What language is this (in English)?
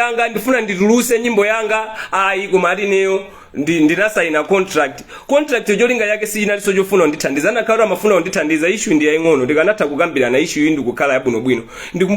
Nyanja